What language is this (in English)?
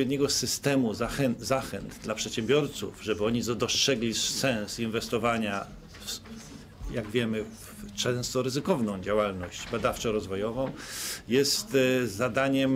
Polish